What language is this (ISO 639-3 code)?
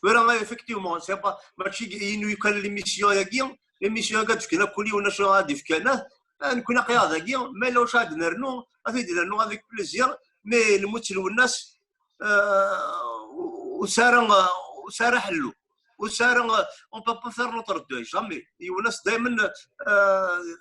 kab